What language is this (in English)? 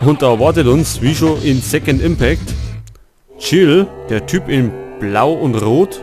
Bavarian